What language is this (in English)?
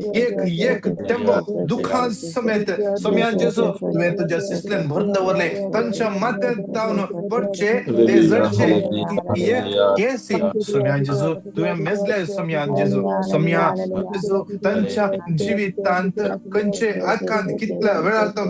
Konkani